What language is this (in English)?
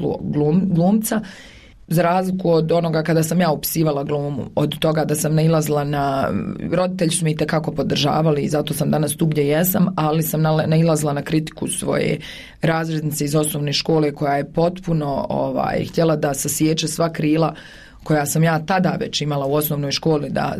Bosnian